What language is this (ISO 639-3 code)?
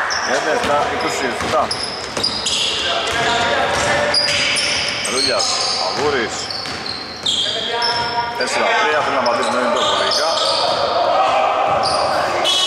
ell